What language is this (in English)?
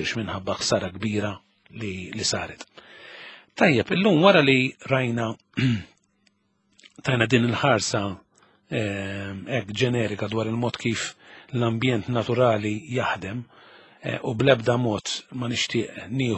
Maltese